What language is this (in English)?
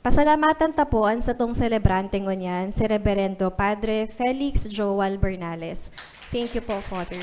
Bikol